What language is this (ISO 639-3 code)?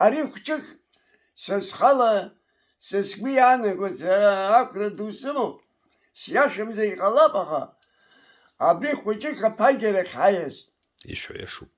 abk